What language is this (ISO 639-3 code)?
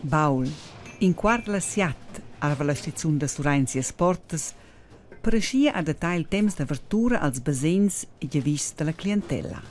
roh